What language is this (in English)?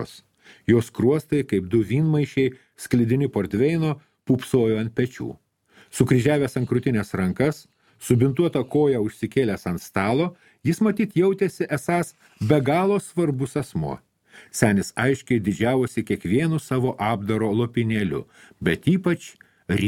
Lithuanian